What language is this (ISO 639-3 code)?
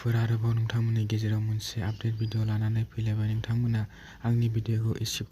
brx